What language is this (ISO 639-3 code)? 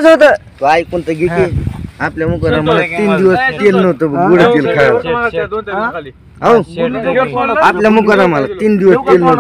mar